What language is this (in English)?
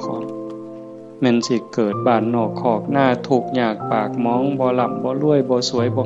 Northeastern Thai